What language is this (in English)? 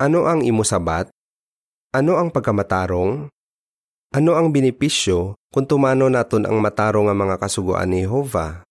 Hiligaynon